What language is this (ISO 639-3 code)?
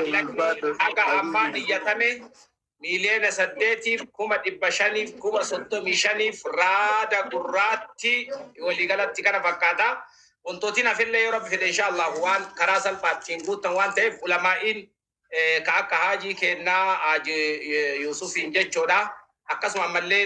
orm